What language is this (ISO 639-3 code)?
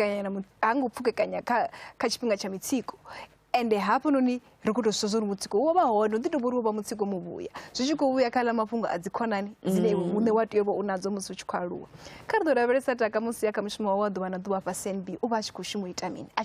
ven